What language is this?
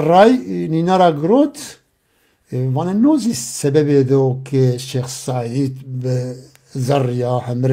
Zaza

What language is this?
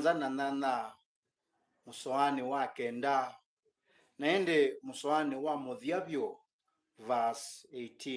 Kamba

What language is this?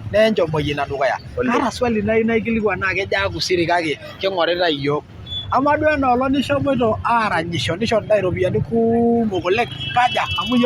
Masai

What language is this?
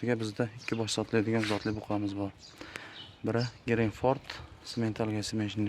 Uzbek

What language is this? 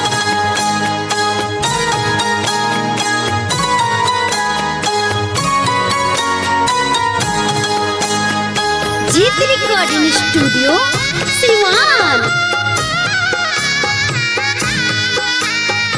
Bhojpuri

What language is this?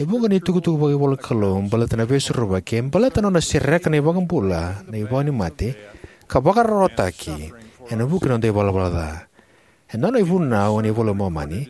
Fijian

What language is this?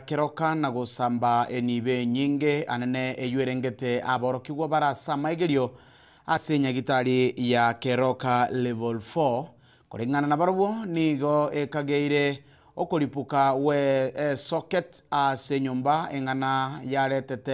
Gusii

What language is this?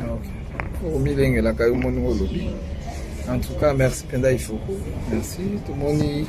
Lingala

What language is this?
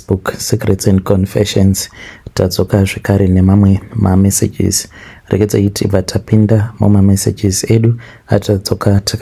Shona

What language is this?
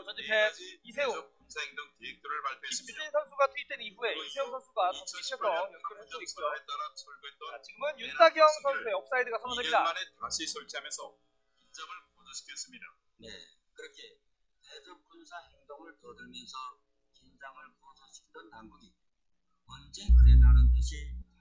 Korean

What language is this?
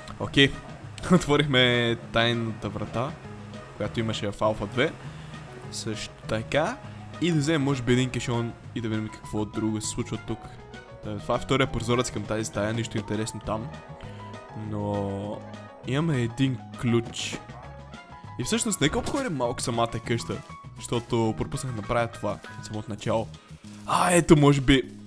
Bulgarian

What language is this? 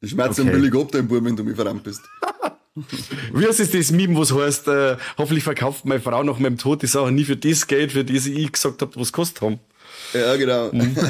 Bavarian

